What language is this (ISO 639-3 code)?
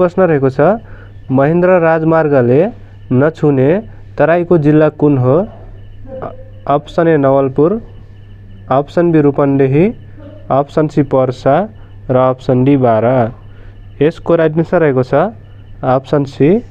nep